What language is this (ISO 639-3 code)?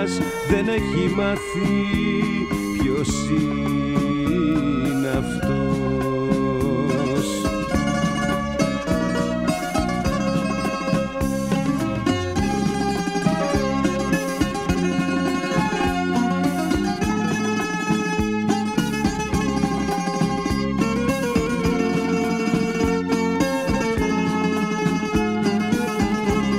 ell